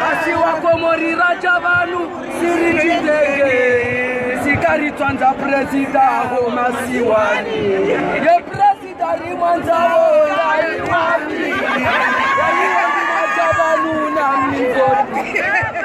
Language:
Ngazidja Comorian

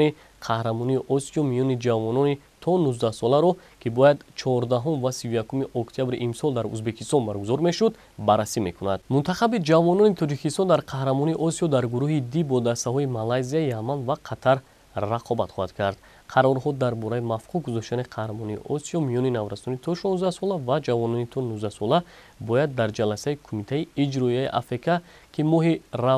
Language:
Tajik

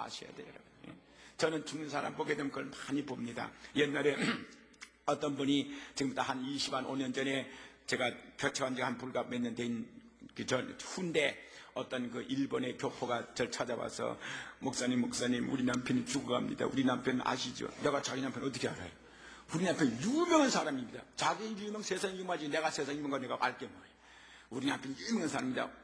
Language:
Korean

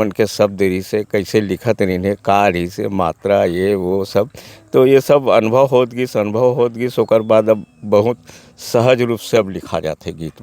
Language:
Chhattisgarhi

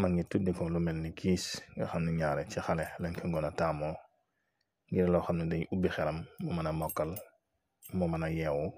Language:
Wolof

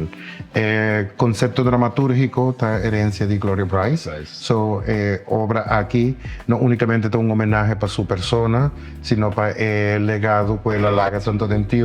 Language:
Papiamento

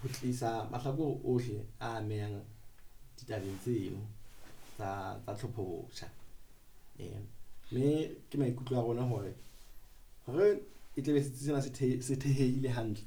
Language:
Southern Sotho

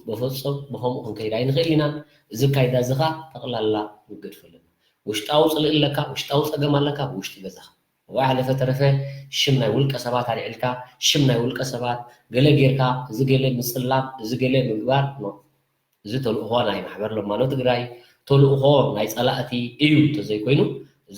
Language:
Tigrinya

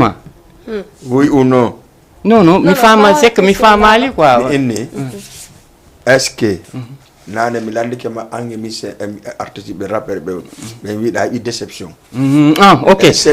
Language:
Fula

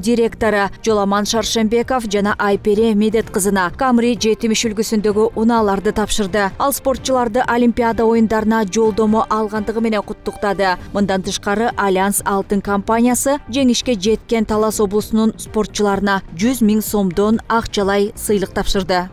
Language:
Kyrgyz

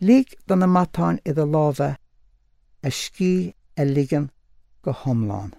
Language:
Irish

